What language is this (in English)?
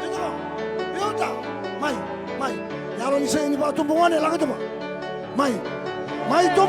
Fijian